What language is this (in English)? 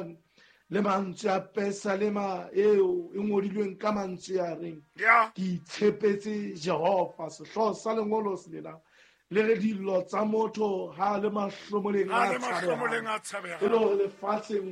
Southern Sotho